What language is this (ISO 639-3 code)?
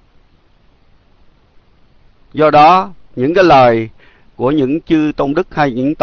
vie